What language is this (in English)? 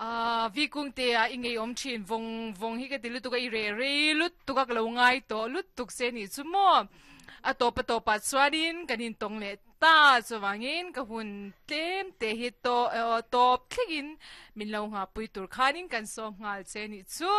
Mizo